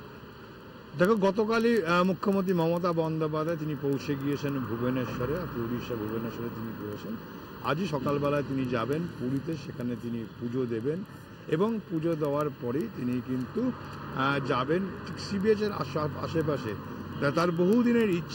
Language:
Bangla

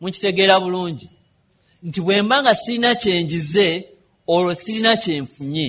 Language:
Ganda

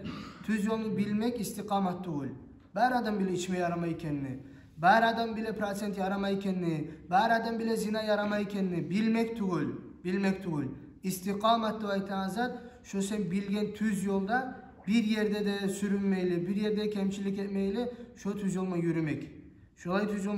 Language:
Kumyk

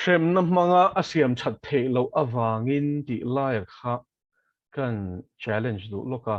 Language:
Mizo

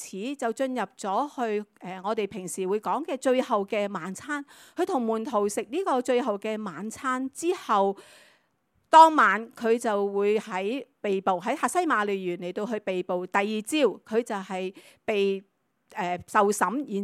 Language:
Cantonese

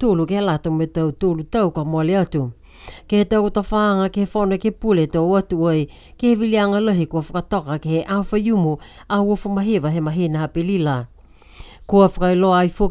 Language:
Niuean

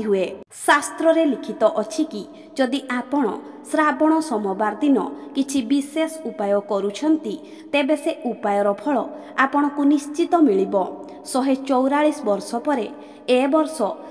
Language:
Odia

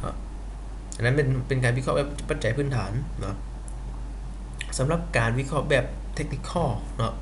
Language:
Lao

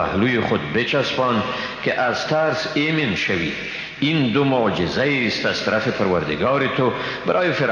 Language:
Persian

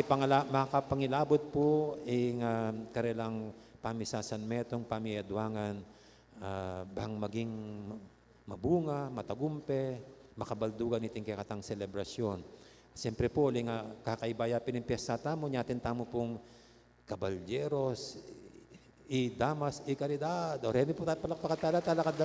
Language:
Pampanga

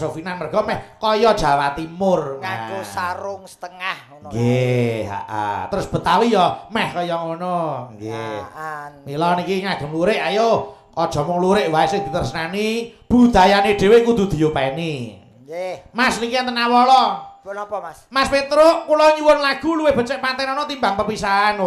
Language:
Javanese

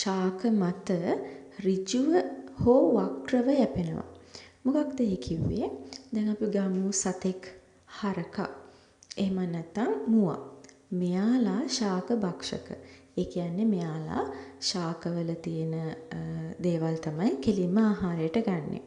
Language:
Sinhala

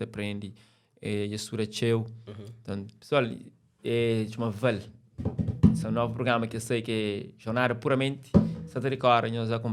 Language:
Kabuverdianu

